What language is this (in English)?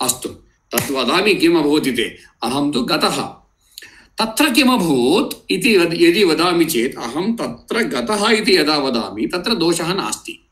Sanskrit